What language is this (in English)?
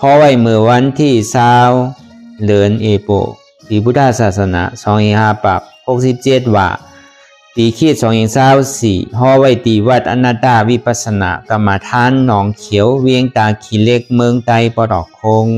Shan